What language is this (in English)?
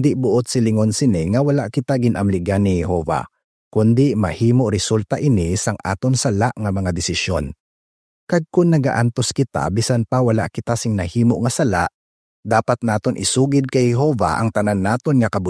Hiligaynon